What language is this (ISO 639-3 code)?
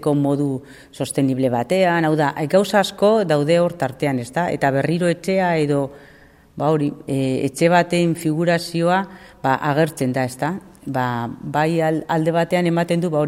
eus